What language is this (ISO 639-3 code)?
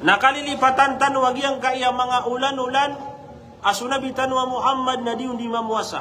mrw